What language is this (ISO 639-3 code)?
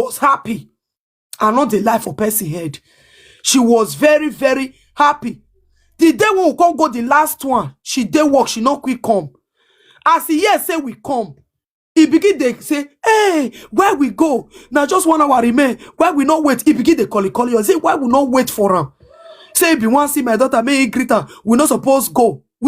pcm